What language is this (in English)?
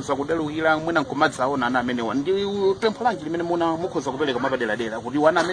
Nyanja